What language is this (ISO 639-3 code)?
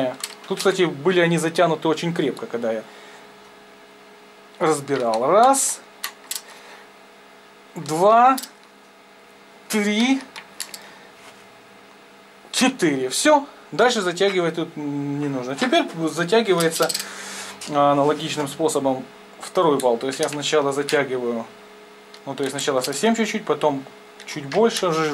rus